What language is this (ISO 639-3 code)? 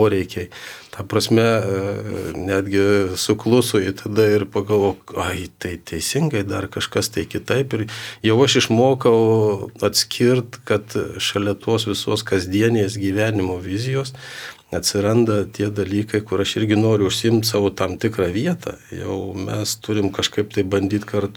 lit